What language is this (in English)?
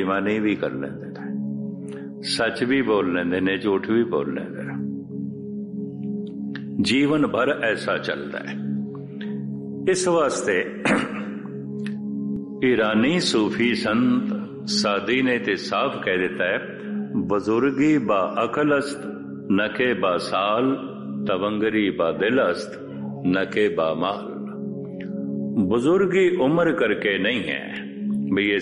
Punjabi